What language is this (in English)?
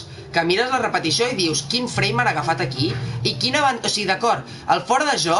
Catalan